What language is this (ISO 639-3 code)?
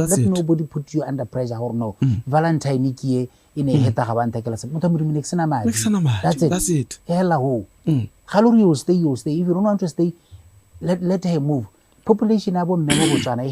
tsn